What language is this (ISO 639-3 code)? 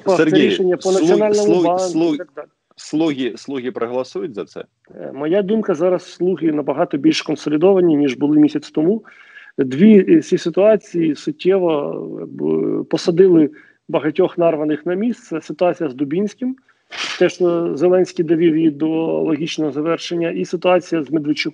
ukr